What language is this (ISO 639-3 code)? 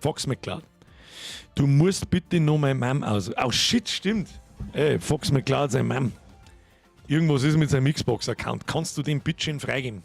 bar